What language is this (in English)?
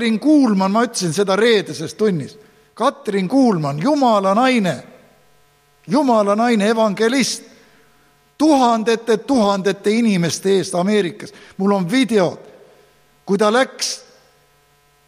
Estonian